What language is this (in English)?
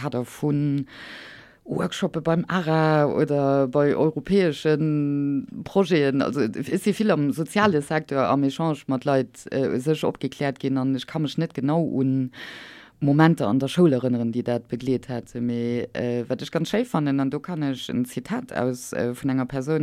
Luxembourgish